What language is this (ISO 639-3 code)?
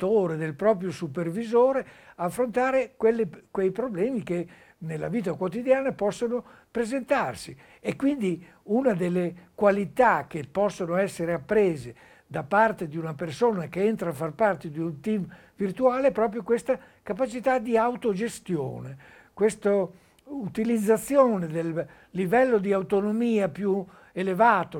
ita